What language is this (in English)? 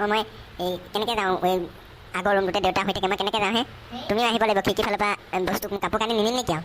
Assamese